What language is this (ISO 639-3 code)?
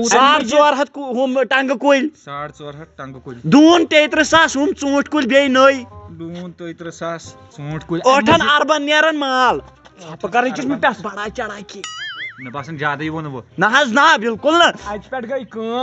kas